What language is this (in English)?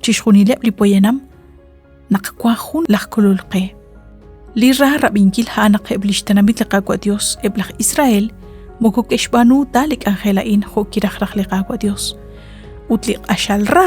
Kekchí